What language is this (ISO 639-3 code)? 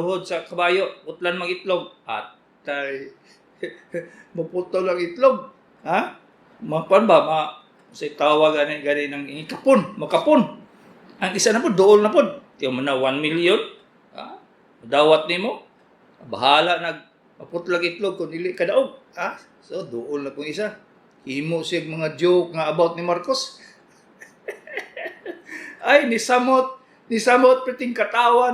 ceb